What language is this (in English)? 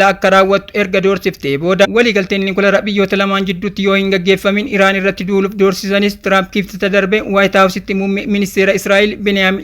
Oromo